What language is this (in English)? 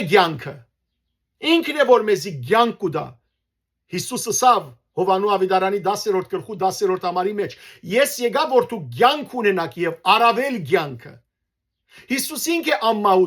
Western Armenian